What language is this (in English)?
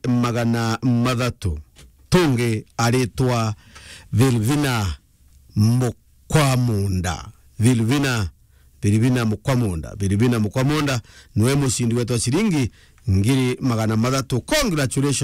Meru